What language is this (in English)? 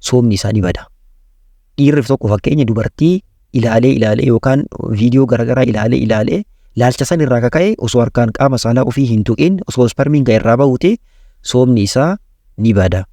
Oromo